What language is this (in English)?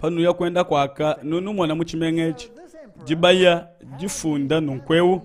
Luba-Lulua